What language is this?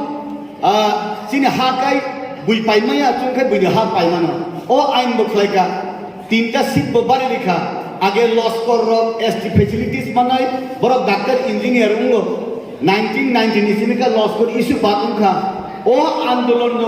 Kok Borok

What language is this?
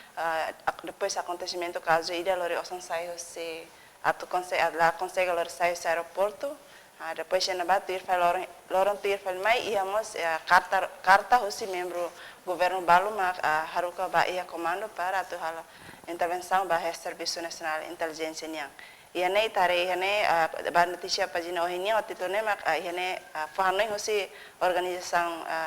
Tetum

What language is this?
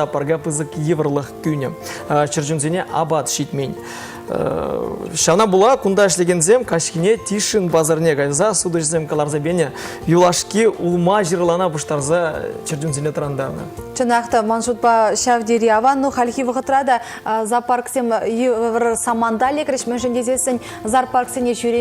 Chuvash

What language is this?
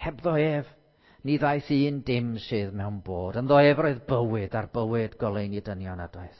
Welsh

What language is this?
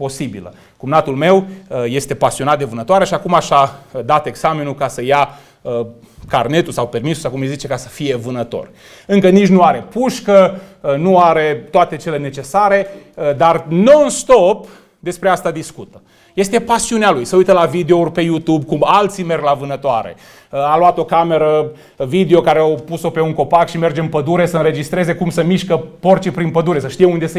Romanian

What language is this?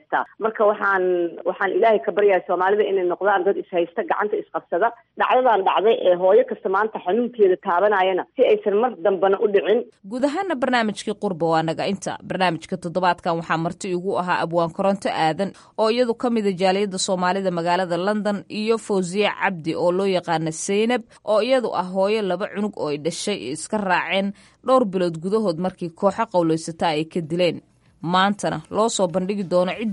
Somali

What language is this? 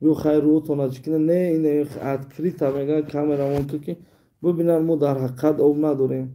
Tajik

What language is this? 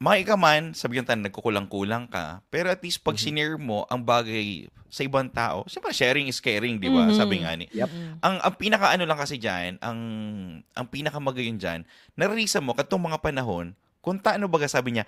Bikol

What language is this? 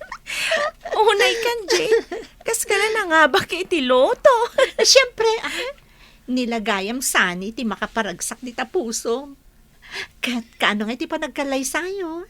Iloko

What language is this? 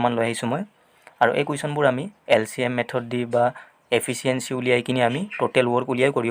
Assamese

